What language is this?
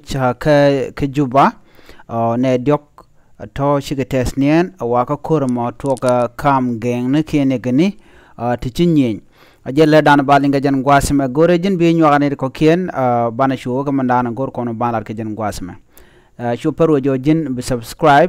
Nuer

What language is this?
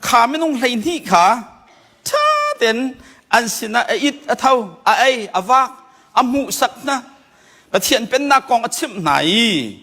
Hakha Chin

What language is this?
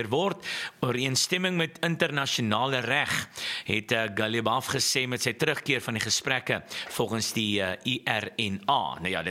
Afrikaans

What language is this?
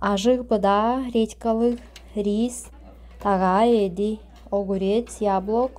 Tuvinian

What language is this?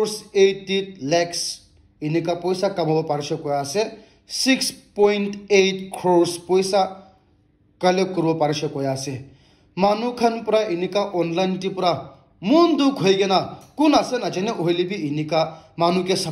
Naga Pidgin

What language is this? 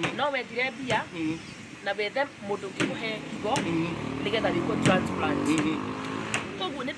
Kikuyu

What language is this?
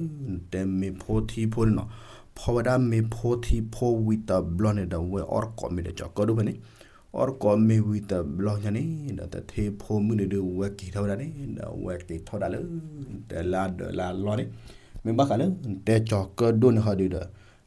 S'gaw Karen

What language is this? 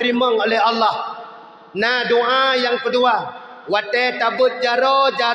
Achinese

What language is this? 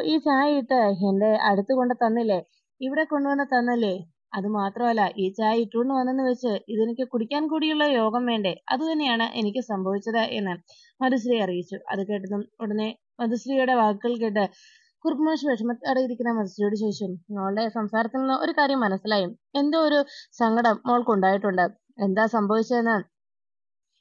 Malayalam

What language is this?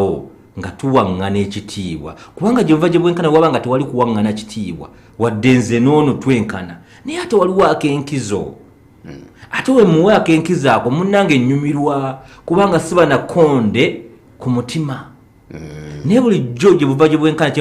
Ganda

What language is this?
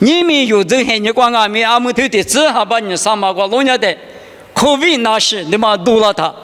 Lisu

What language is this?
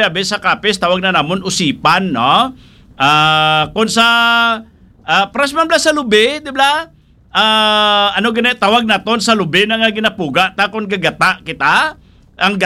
Hiligaynon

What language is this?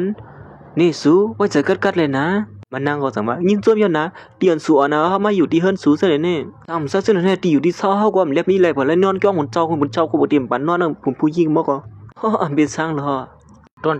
Shan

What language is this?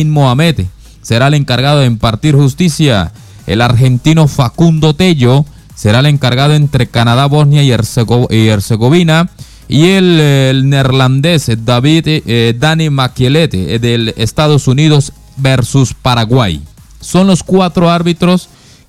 Spanish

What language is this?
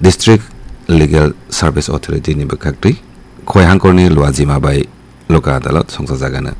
Kok Borok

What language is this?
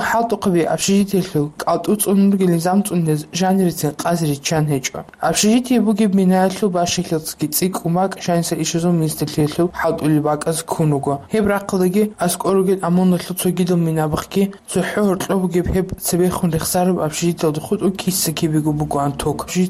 Avaric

